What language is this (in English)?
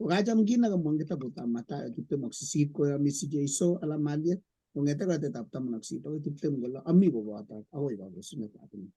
Kalenjin